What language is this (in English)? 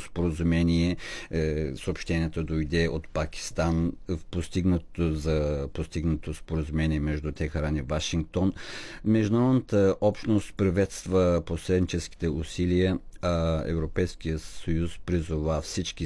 Bulgarian